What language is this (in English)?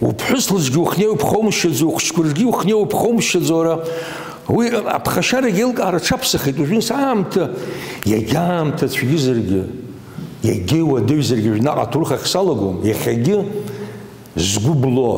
Abkhazian